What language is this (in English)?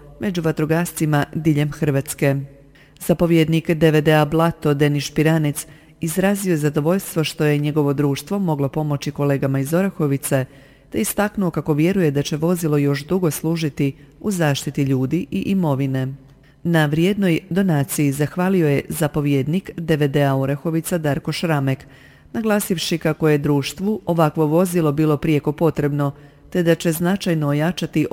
Croatian